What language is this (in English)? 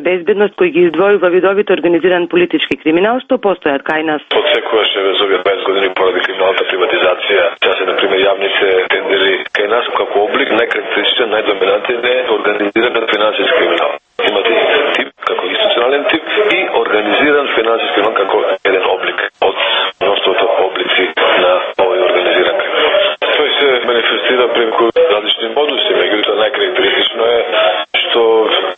Macedonian